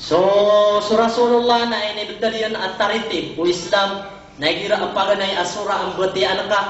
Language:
Maranao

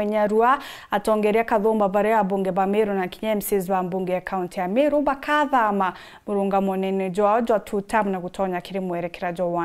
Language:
Meru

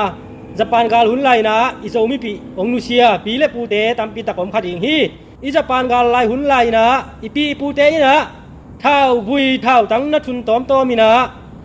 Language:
Tedim Chin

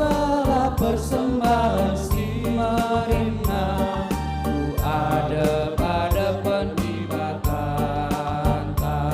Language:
Batak Karo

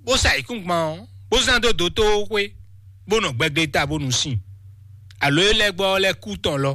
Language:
Fon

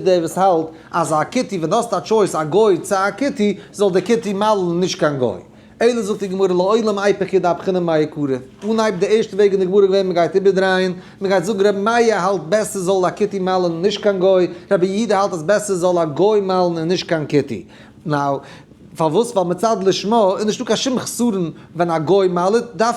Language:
Yiddish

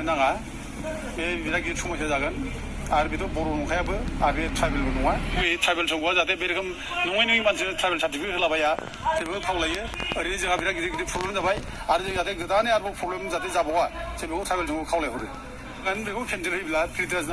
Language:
Bodo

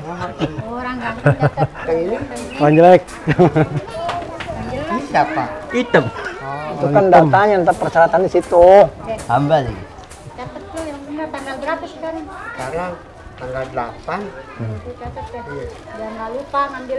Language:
Betawi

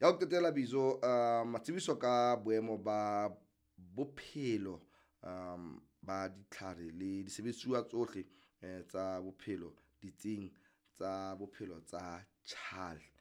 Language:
Southern Sotho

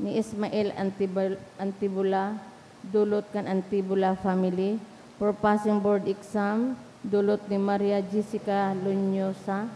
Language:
Bikol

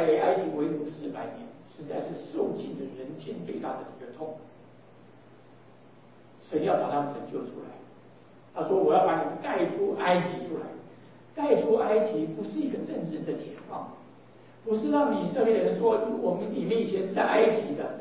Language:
Chinese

